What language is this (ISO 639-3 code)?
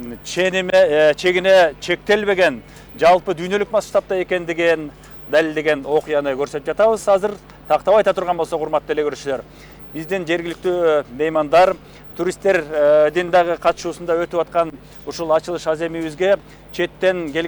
kir